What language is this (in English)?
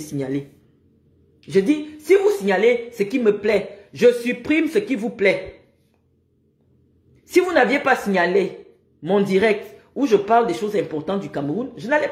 French